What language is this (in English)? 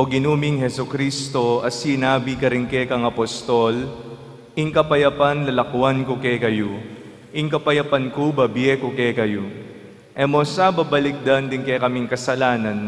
Pampanga